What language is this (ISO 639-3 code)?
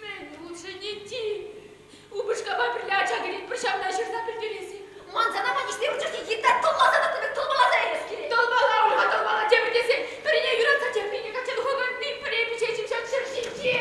chv